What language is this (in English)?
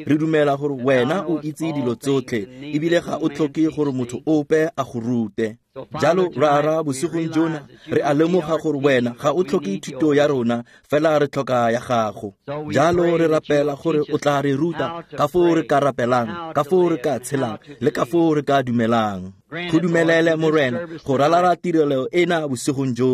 Tswana